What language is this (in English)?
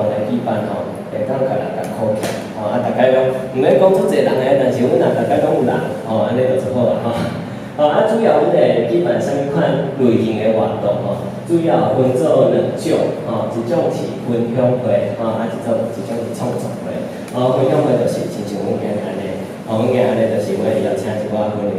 Min Nan Chinese